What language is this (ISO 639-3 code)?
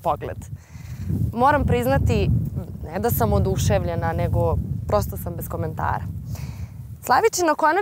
srp